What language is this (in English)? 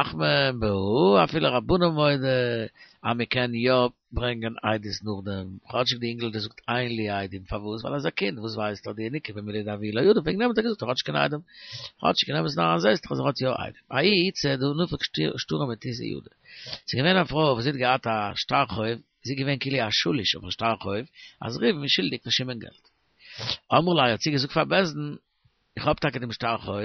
Yiddish